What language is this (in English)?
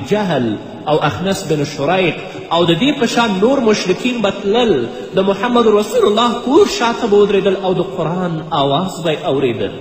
Pashto